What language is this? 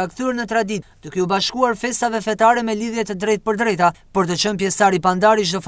Albanian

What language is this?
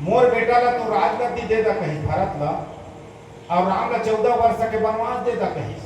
Chhattisgarhi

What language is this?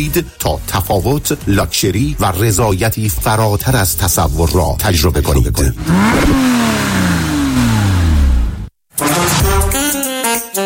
Persian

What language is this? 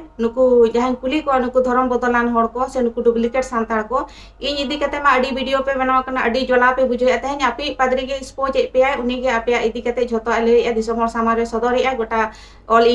Santali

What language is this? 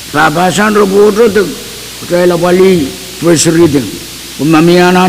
Pohnpeian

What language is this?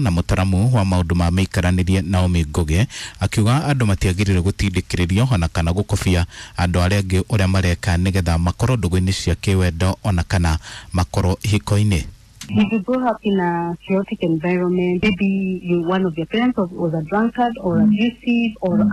Kikuyu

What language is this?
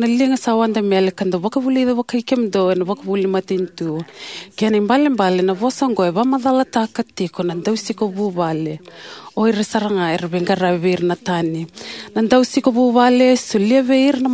Fijian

